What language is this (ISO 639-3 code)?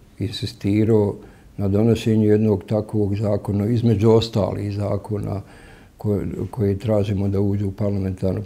bos